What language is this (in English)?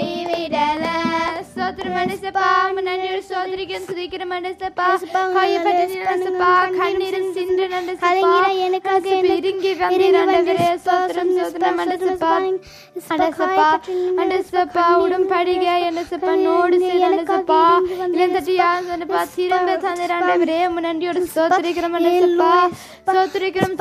Tamil